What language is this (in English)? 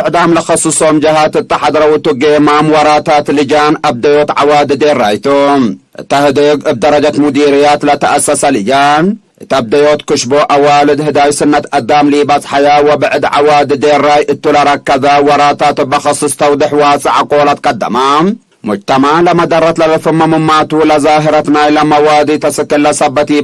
Tigre